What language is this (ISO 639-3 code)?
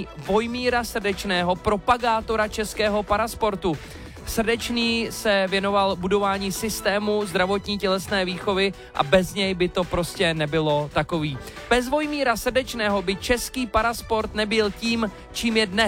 ces